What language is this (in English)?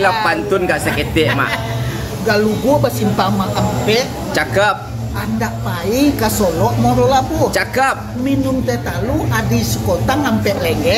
Minangkabau